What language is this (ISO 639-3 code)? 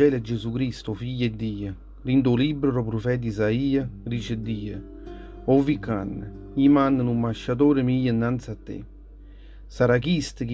nap